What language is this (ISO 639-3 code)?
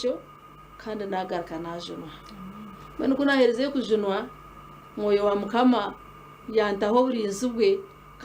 nyn